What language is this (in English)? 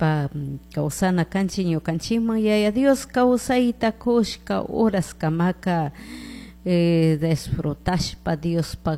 Chimborazo Highland Quichua